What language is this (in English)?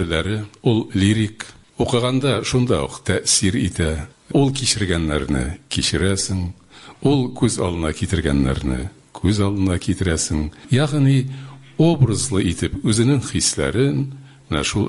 Tatar